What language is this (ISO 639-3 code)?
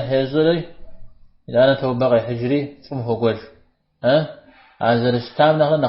kbd